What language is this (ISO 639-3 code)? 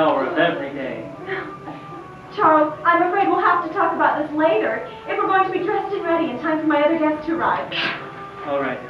eng